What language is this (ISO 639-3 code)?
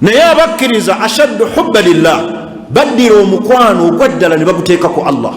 lug